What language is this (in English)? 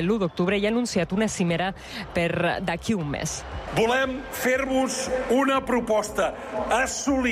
Catalan